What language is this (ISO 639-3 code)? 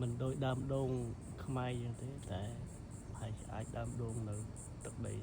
khm